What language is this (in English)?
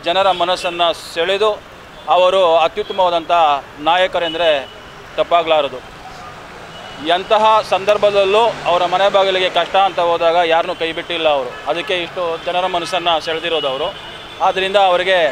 Kannada